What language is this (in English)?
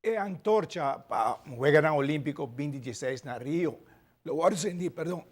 Papiamento